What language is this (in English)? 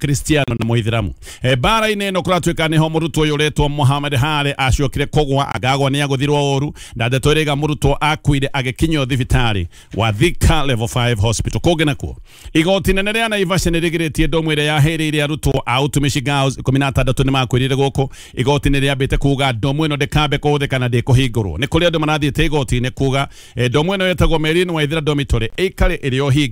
Kikuyu